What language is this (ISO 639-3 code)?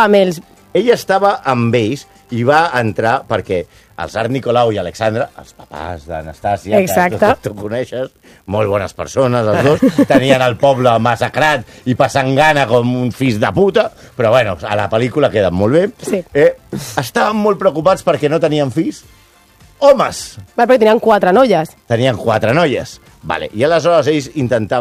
cat